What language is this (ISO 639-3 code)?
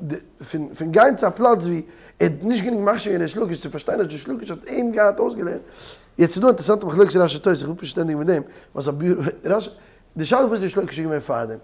yid